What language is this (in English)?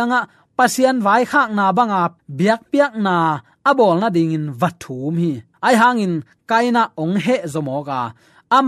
Tedim Chin